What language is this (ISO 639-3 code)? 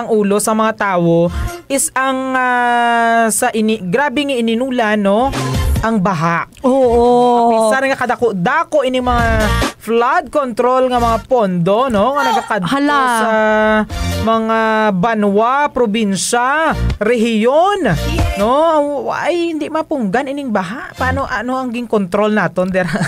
hil